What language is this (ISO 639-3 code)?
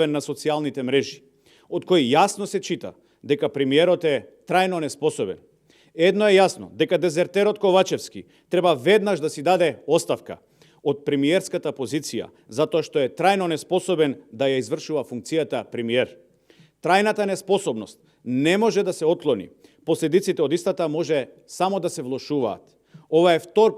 mkd